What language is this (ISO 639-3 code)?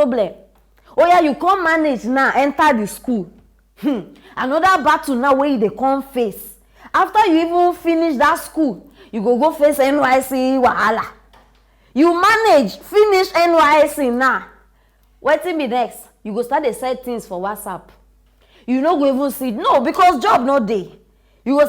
pcm